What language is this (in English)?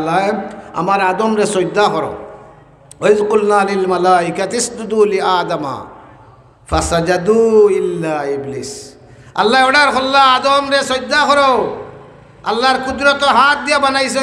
Sylheti